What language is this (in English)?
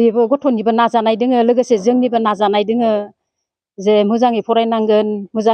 Bodo